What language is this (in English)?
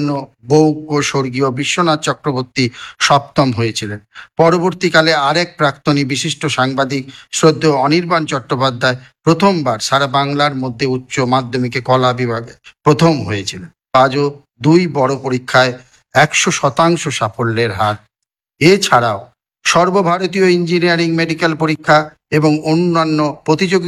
Bangla